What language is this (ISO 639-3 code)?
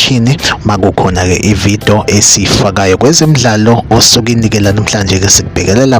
zul